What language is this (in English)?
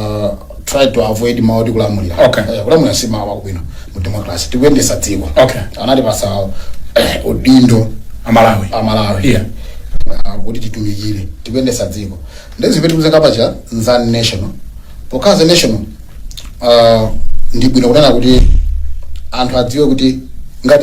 Nyanja